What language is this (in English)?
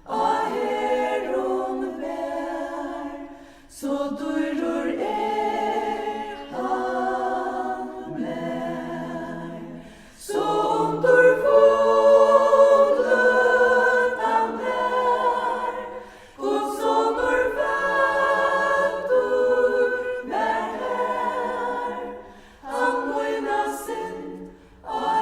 Faroese